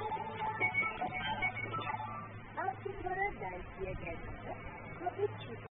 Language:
Marathi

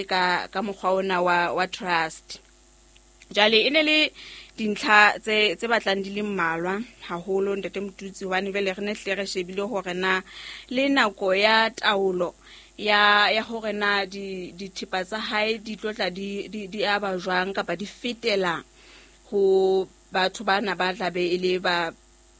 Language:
Southern Sotho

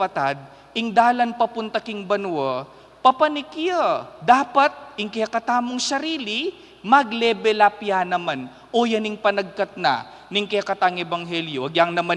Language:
Pampanga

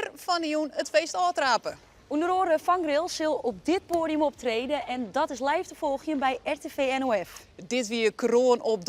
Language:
Western Frisian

